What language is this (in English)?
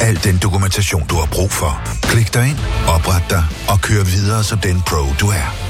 Danish